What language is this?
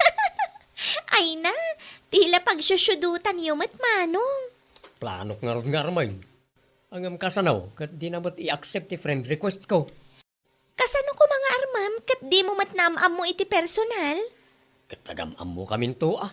Iloko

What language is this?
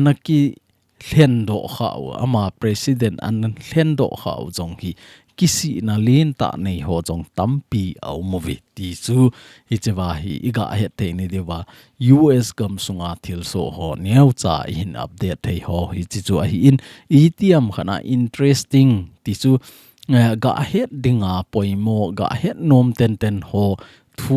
Thado Chin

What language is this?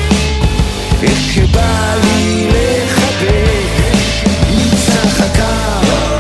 Hebrew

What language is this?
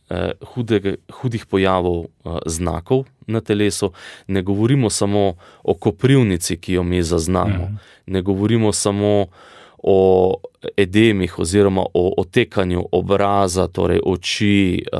Slovenian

